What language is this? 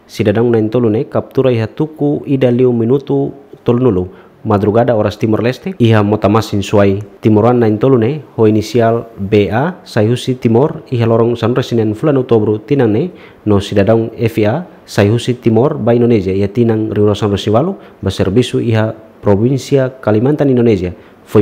Tetum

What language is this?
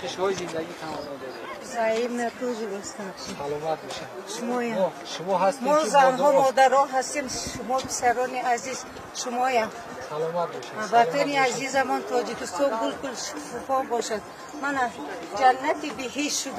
Tajik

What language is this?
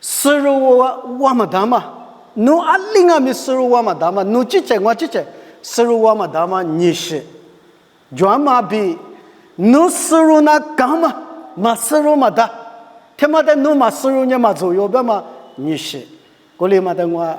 Lisu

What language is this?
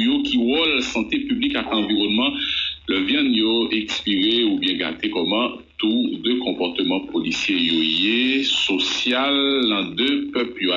Haitian Creole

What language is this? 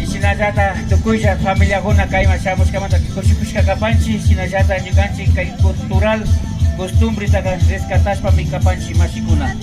Imbabura Highland Quichua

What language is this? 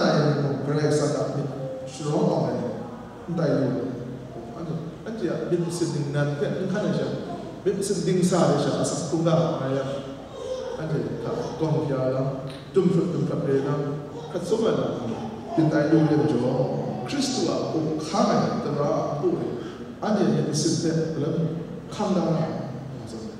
Kachin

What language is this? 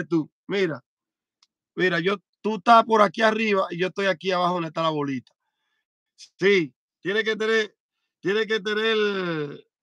Spanish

